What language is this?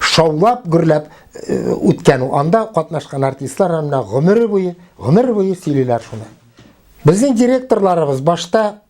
Tatar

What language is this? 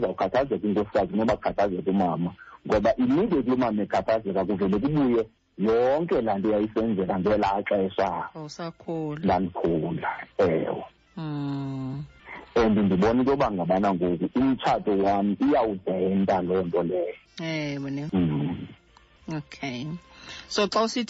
Xhosa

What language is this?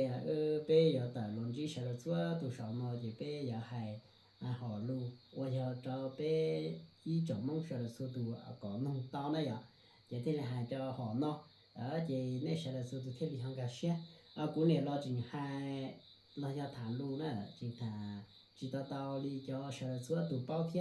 Hmong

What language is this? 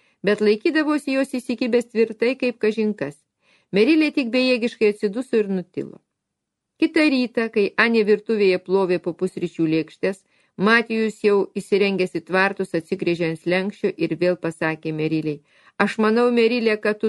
Lithuanian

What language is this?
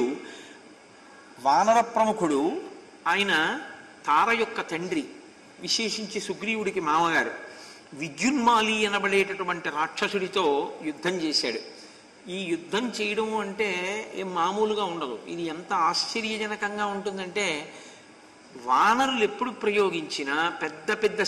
Telugu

